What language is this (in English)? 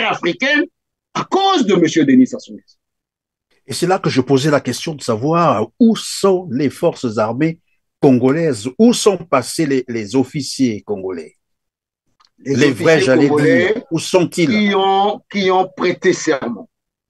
French